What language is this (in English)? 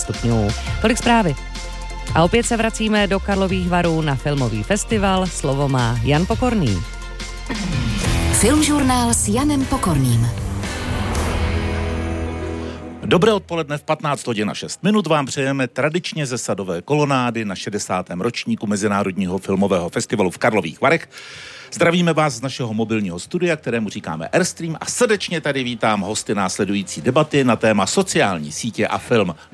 Czech